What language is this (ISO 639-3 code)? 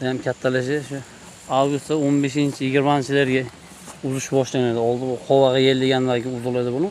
uzb